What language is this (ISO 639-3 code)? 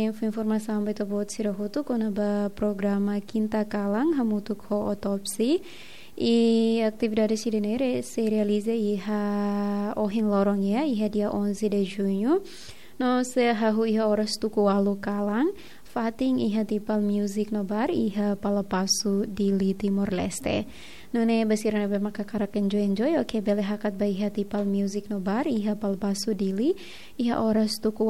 tet